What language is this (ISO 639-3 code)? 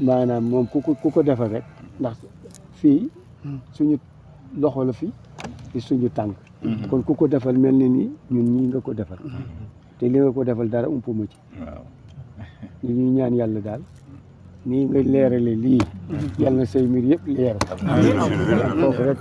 wol